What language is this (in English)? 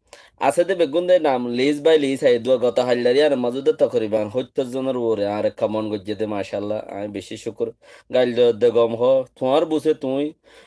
Rohingya